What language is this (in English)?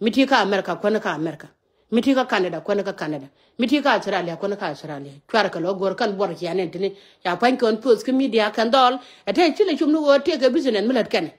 Nuer